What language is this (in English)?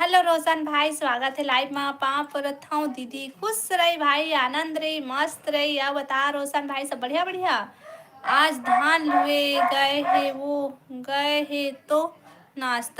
Chhattisgarhi